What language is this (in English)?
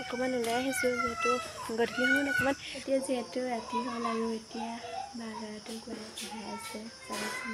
Assamese